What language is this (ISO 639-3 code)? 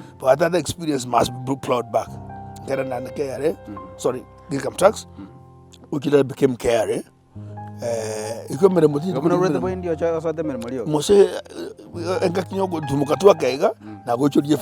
guz